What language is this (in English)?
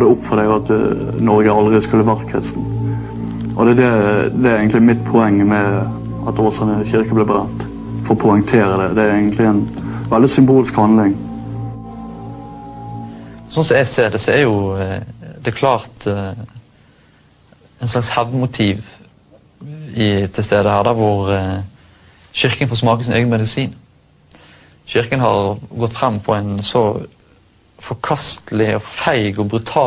Norwegian